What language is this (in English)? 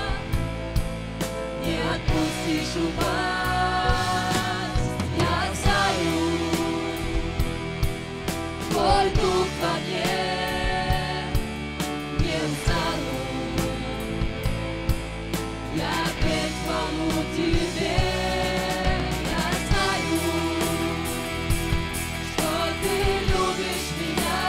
Russian